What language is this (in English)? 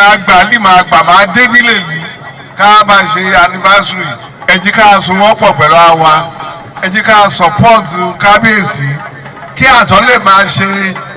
Yoruba